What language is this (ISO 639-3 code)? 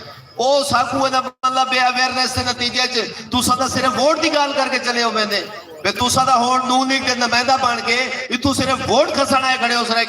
skr